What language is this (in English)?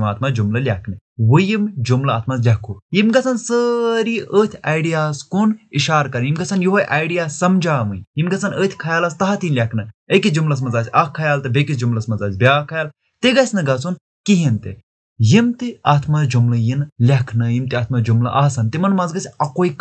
Kashmiri